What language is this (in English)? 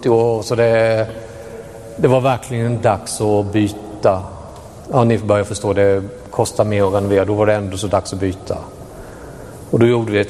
Swedish